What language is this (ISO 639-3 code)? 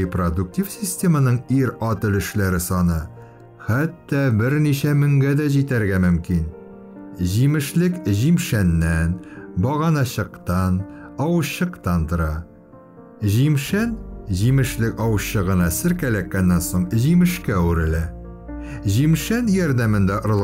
tat